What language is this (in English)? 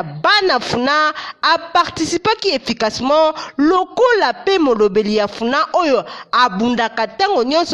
Lingala